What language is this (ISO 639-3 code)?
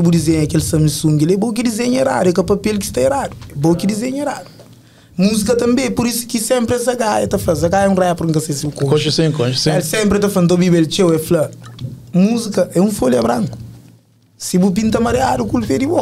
kea